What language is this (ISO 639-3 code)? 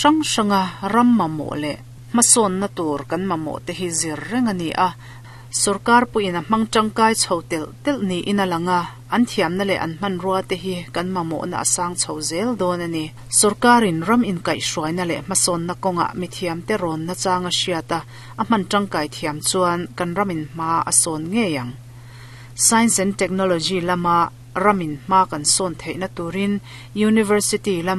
lus